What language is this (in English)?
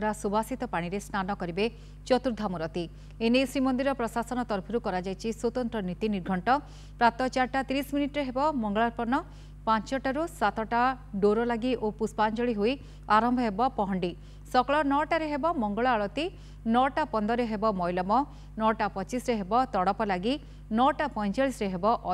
Odia